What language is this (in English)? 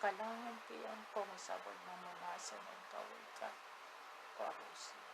Pohnpeian